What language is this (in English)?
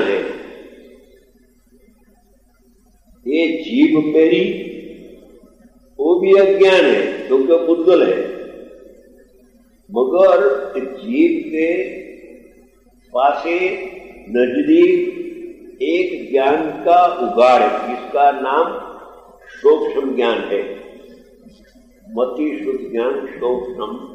Gujarati